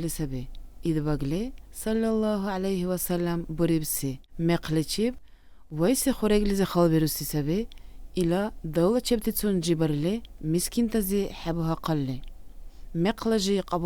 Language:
Dargwa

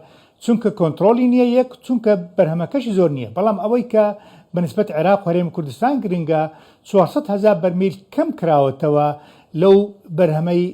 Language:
Central Kurdish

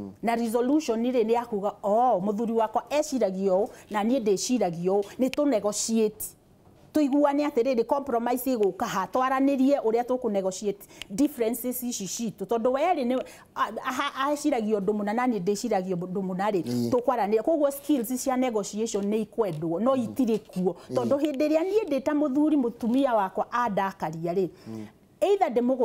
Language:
Kikuyu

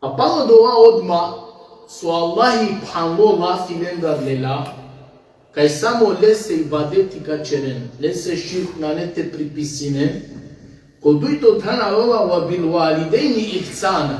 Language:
Balkan Romani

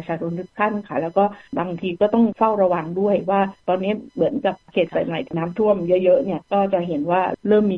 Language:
Thai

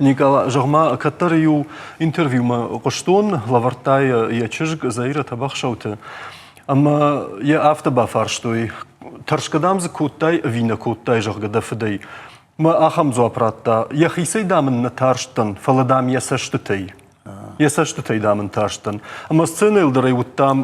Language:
Ossetic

